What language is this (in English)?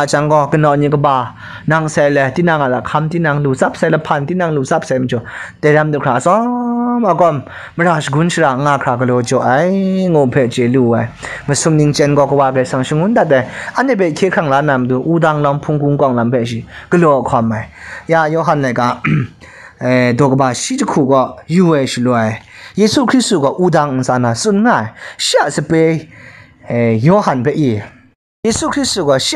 Kachin